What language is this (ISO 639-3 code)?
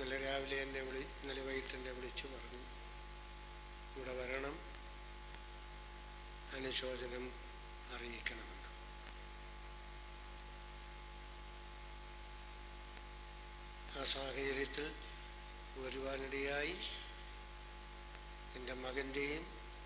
mal